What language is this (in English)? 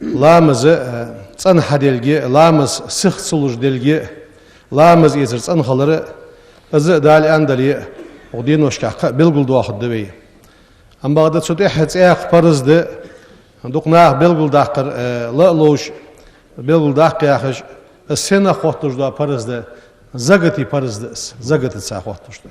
Ingush